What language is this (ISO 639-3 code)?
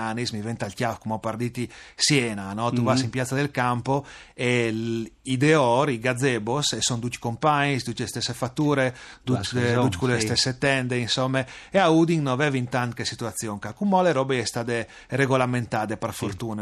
fur